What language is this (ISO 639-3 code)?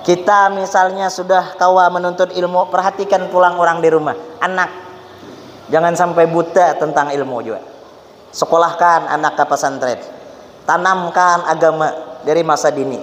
bjn